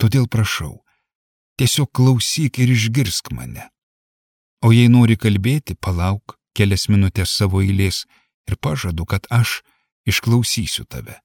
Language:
Lithuanian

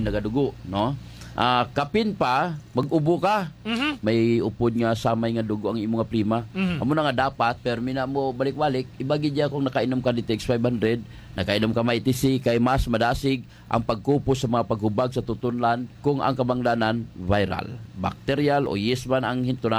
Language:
Hiligaynon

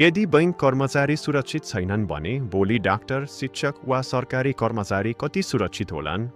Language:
Nepali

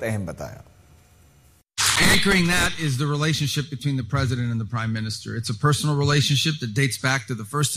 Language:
Hindi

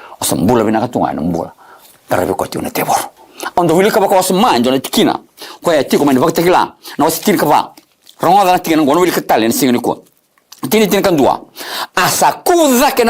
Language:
Fijian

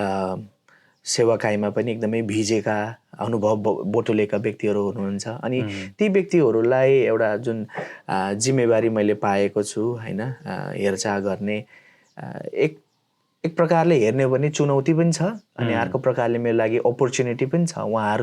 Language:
Nepali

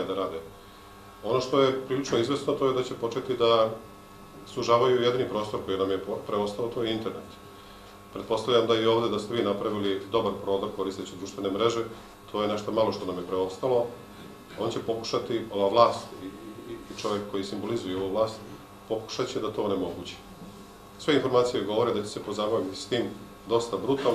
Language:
Serbian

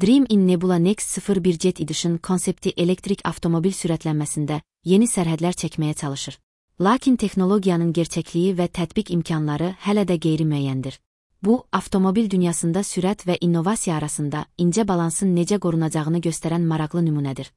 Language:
Azerbaijani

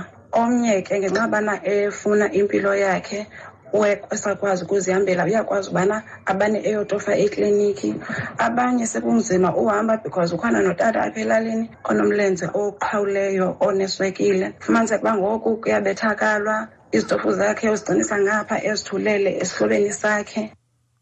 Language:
Xhosa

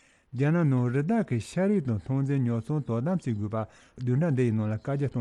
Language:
Tibetan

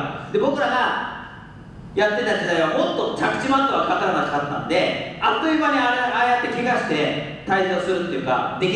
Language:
Japanese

